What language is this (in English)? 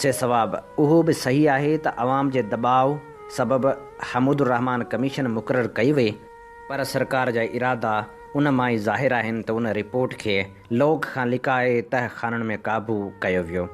Sindhi